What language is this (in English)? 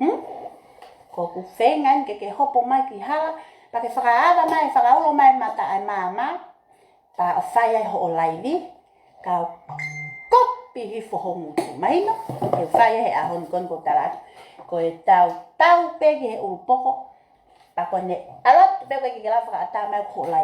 Tongan